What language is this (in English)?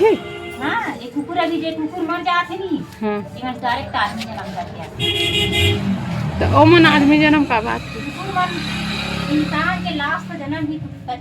Chhattisgarhi